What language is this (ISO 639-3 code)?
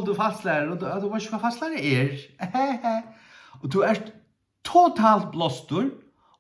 fao